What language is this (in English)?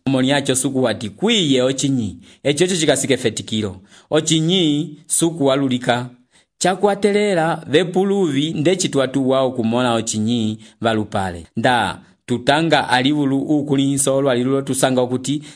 Umbundu